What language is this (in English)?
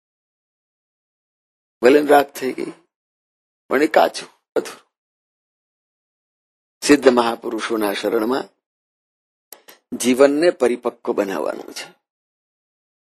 Gujarati